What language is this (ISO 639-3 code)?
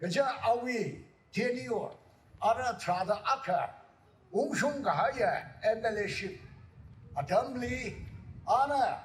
nmf